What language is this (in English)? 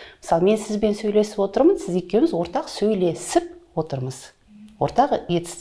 Kazakh